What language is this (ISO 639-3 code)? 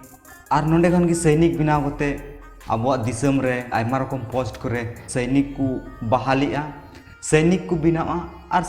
sat